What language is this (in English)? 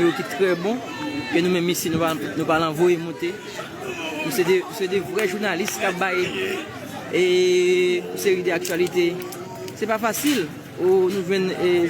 Haitian Creole